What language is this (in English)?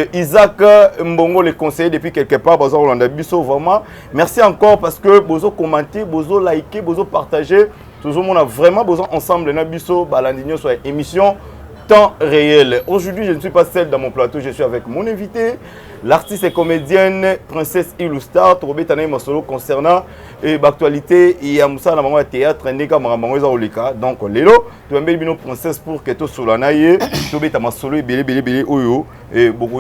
Lingala